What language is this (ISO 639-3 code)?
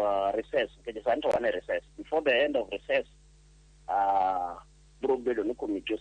luo